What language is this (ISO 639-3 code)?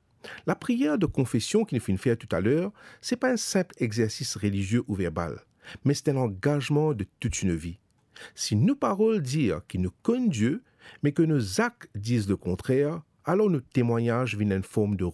mfe